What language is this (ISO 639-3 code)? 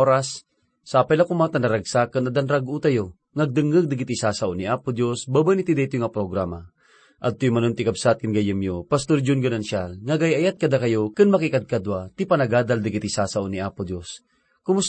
ilo